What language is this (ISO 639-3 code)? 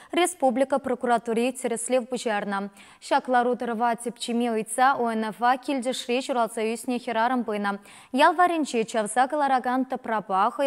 chv